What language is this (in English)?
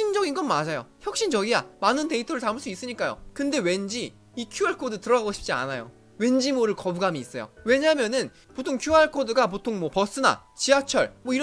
Korean